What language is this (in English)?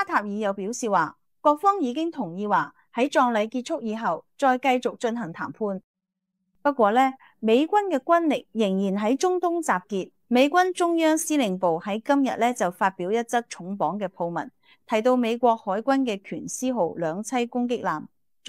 Cantonese